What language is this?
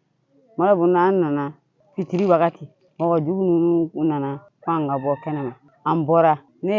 Bambara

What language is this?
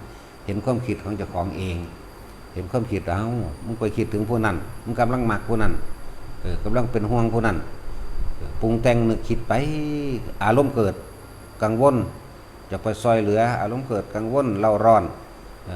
Lao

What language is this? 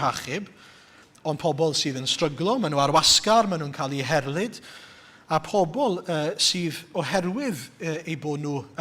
Welsh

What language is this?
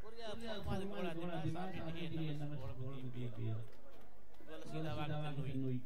Divehi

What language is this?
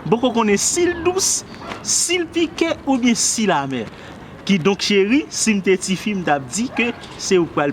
Haitian Creole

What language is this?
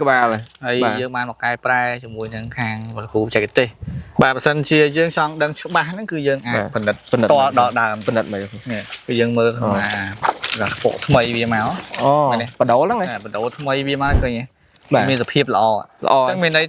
Khmer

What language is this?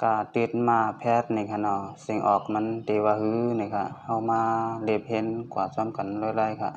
Shan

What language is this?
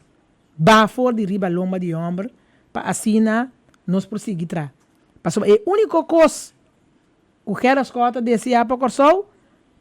Papiamento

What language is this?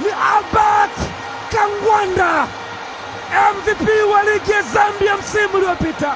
Swahili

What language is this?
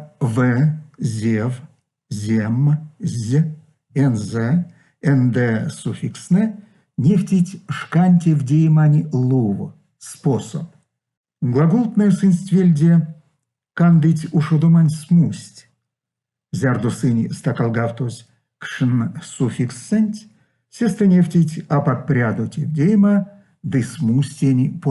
Erzya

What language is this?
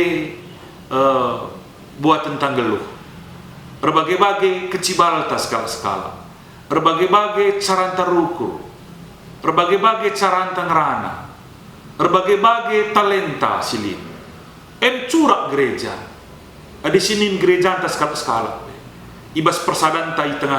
Batak Karo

